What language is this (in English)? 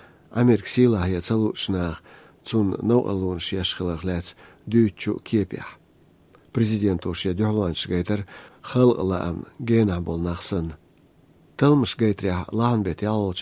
Chechen